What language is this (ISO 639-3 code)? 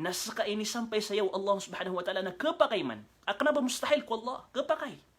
mrw